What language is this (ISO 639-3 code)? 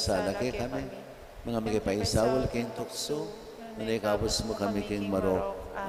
pam